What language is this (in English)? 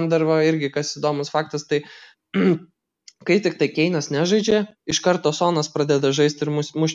Lithuanian